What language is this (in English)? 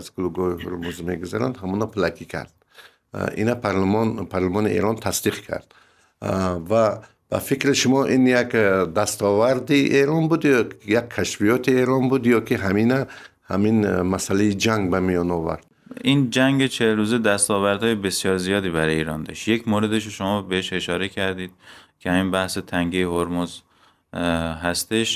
Persian